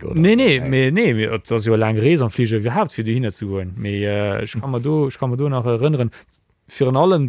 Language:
Luxembourgish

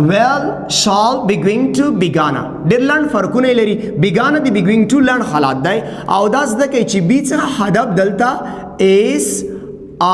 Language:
Pashto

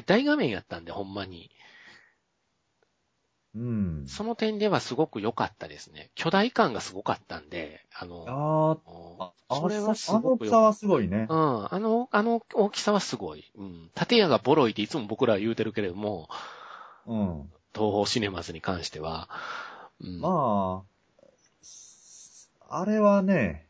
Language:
Japanese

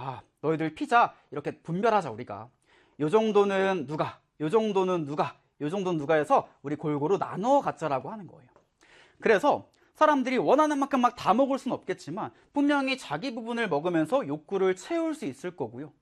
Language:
Korean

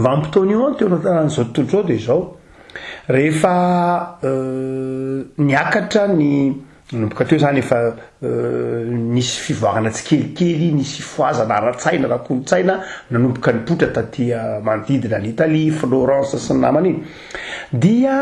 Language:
Malagasy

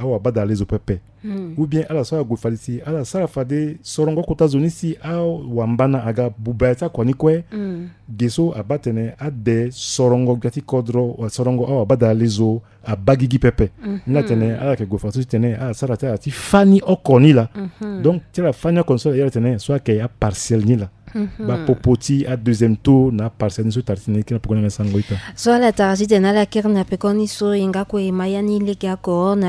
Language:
Sango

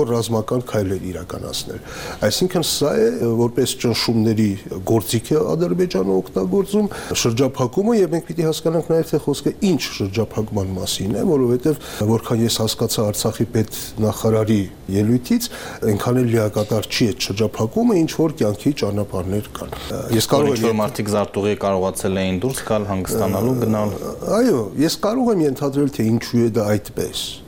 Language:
Armenian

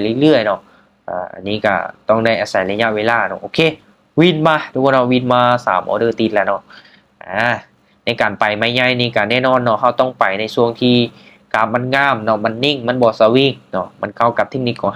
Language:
Lao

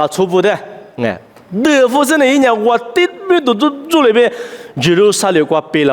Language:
Lisu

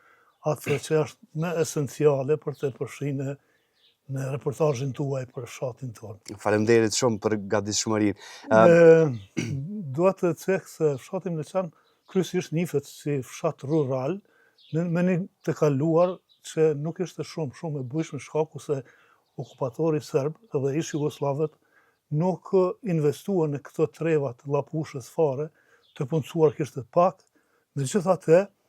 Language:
Albanian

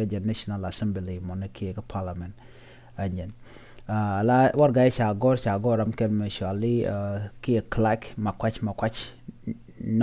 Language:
Nuer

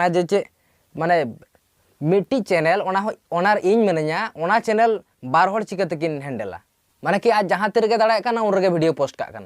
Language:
Santali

